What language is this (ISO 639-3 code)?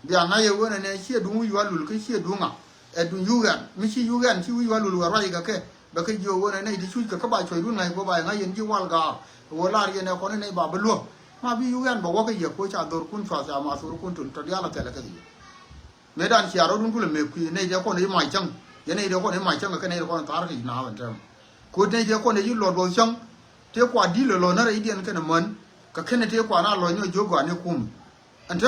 nus